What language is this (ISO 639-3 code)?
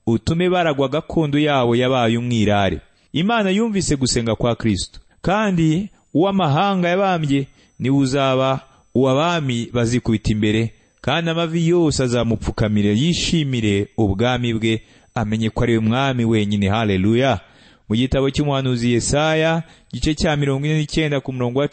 kin